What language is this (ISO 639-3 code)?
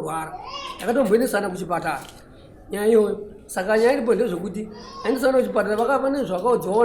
sna